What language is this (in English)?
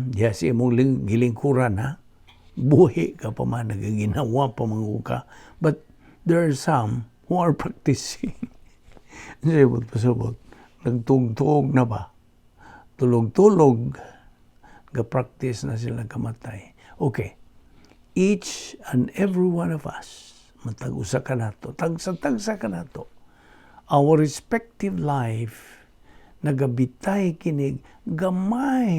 Cebuano